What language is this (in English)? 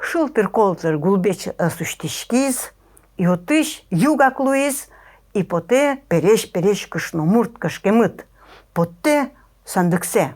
Udmurt